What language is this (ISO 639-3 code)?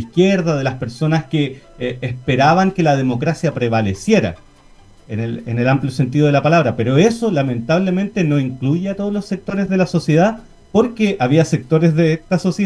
spa